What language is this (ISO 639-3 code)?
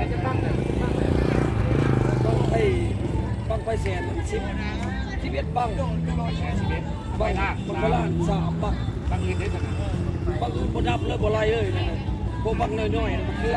lao